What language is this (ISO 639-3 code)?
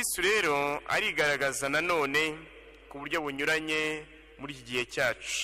kin